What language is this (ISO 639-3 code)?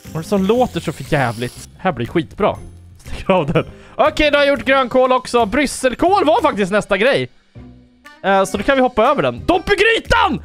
swe